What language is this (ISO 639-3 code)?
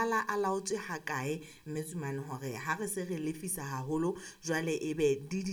sot